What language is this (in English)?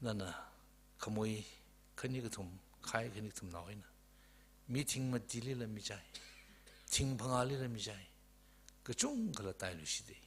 Tangkhul Naga (India)